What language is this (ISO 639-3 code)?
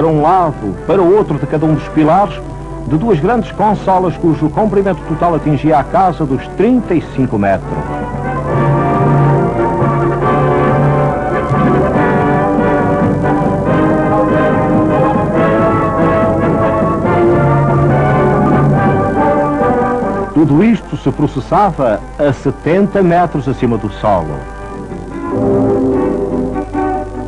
por